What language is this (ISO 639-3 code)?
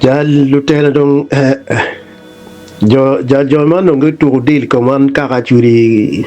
ach